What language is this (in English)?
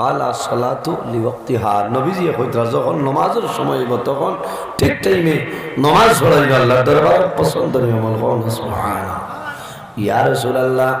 Sylheti